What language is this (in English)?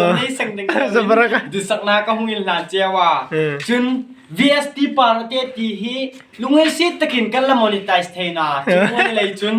Hmar